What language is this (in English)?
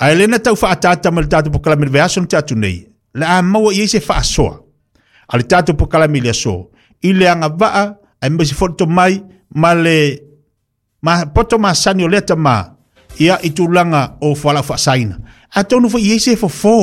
Samoan